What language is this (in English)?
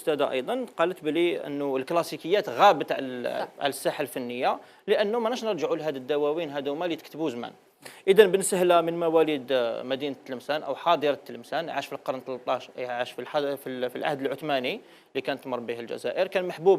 Algerian Arabic